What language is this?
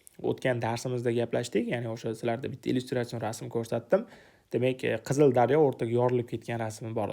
Uzbek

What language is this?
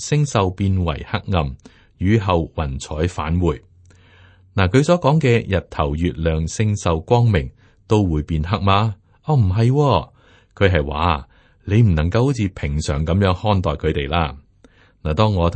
Cantonese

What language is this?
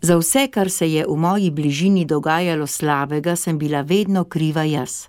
Slovenian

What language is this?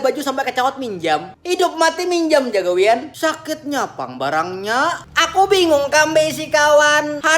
Banjar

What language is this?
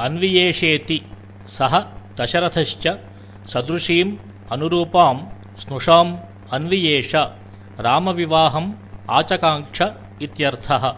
Sanskrit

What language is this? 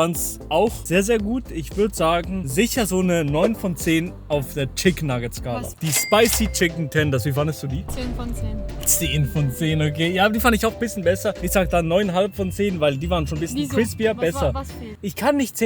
Swiss German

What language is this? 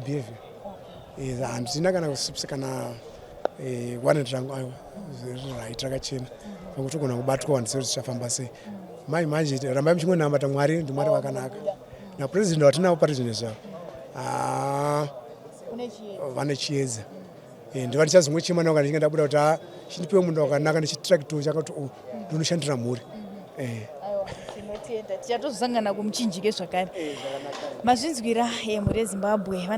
Shona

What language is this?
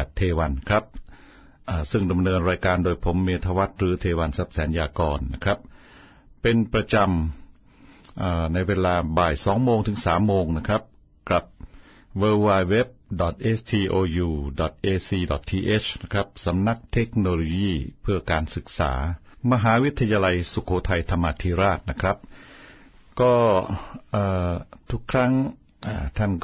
Thai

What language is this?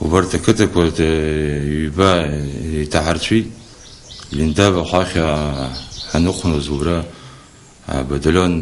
Abkhazian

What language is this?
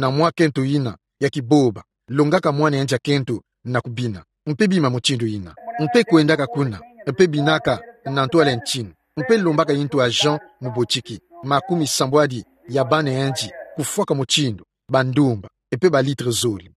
Kituba (Democratic Republic of Congo)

